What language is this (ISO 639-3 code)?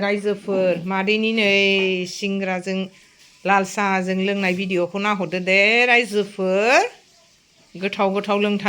brx